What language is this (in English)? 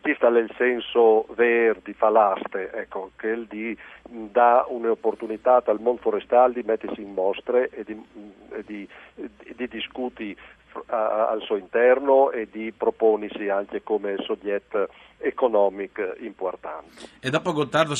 Friulian